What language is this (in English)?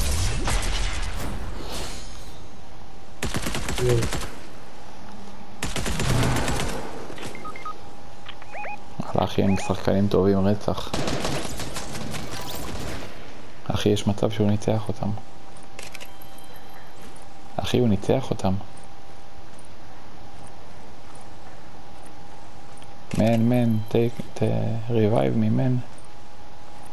Hebrew